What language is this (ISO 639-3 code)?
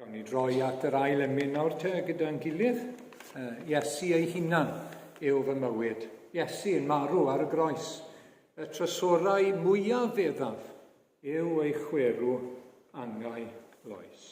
cym